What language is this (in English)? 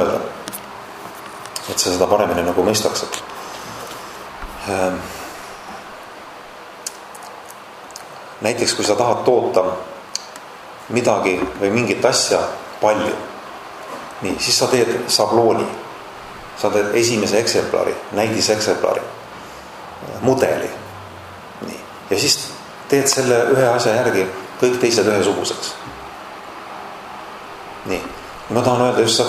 Estonian